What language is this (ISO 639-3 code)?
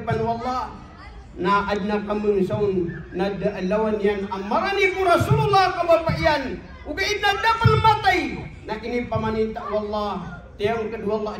mrw